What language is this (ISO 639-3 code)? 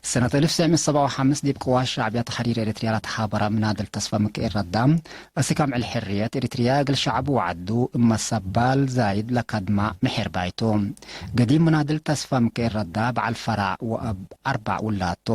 tig